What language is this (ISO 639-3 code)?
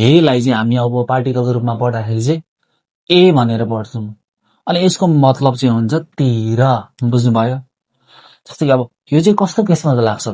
nep